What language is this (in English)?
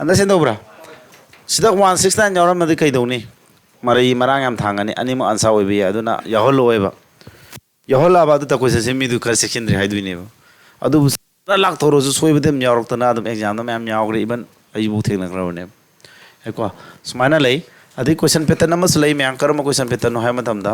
Manipuri